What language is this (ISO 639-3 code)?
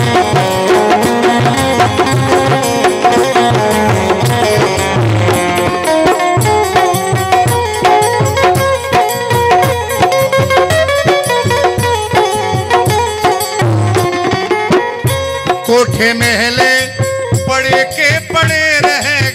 bho